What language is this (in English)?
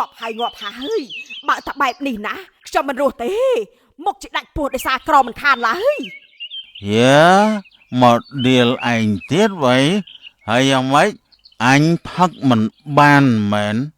Khmer